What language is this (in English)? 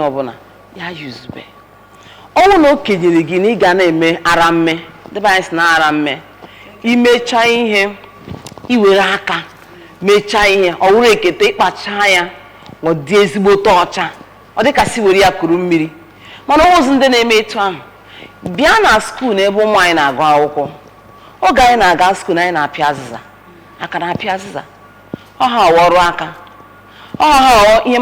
Igbo